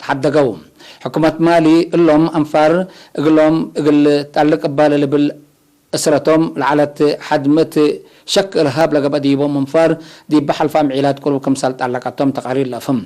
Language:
Tigre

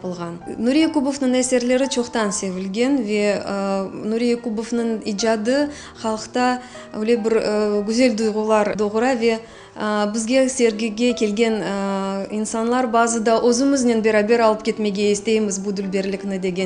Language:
Crimean Tatar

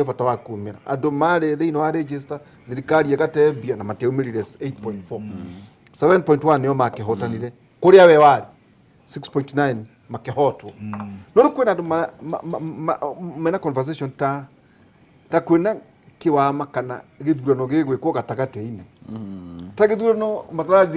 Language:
Kikuyu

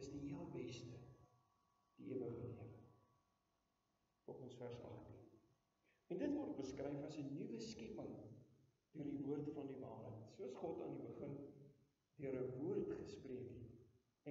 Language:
Afrikaans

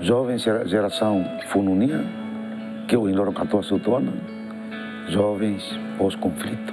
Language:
Tetum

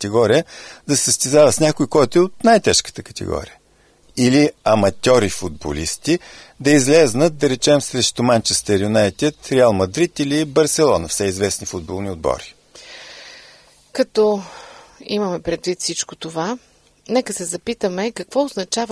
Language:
Bulgarian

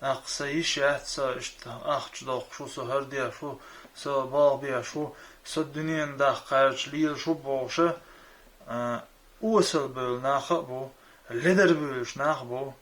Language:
Chechen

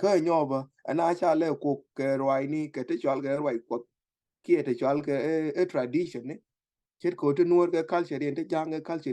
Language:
Nuer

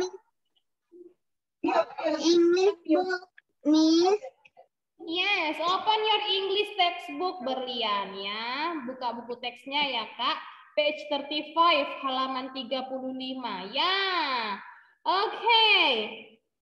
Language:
Indonesian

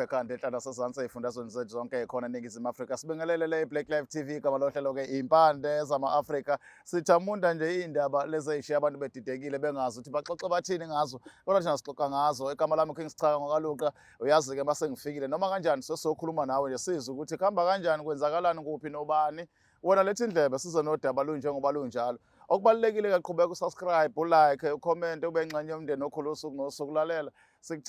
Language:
Zulu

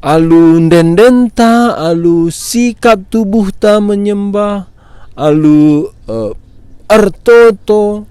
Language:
Batak Karo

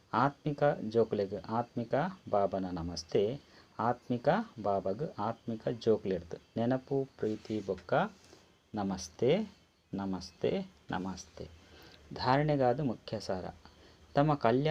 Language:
Tulu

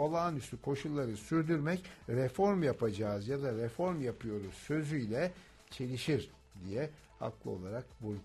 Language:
Turkish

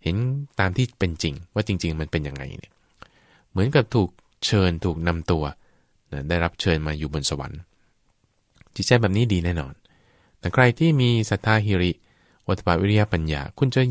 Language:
Thai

